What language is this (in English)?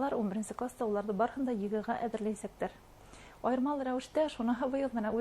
Bashkir